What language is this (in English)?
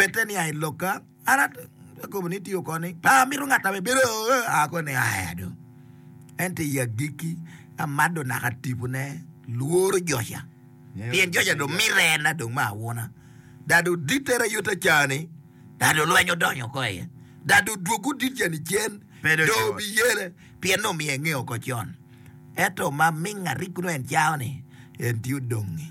Acoli